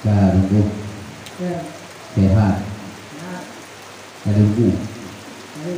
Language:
Achinese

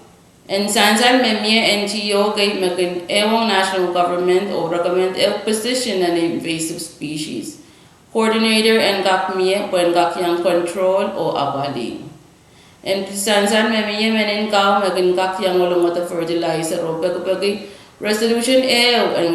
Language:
Pohnpeian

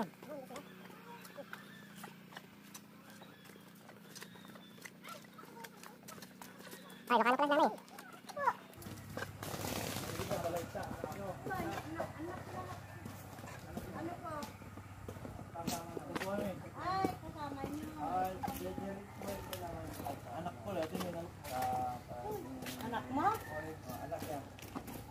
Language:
Filipino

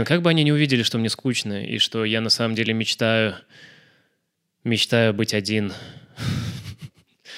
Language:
Russian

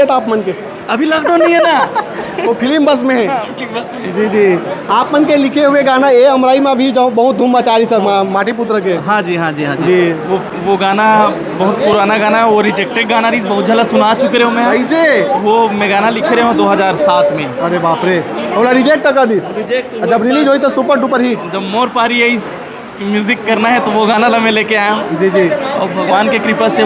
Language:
Chhattisgarhi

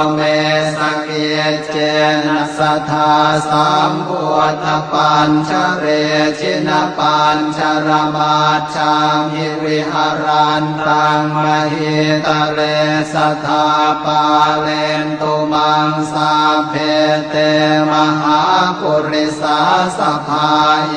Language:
Pali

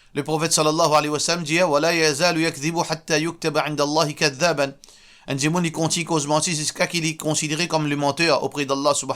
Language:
Morisyen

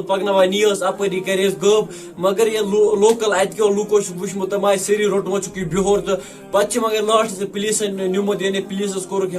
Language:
Kashmiri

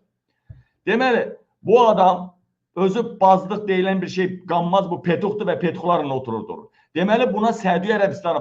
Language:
Azerbaijani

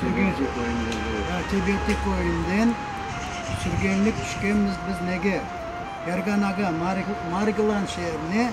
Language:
Crimean Tatar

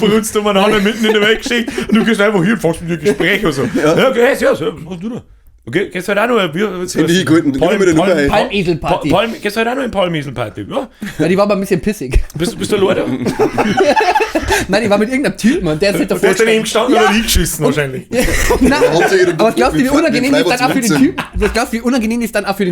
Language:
Bavarian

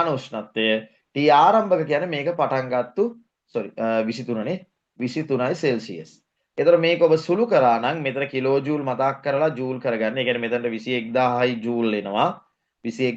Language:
Sinhala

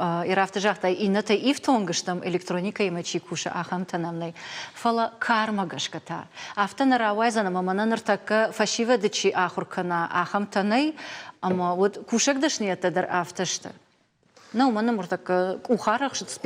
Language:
Ossetic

